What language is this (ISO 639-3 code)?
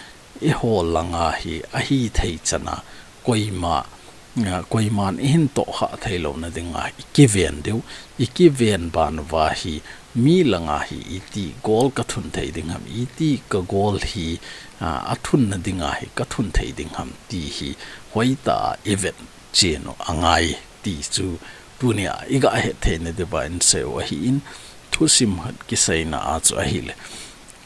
tcz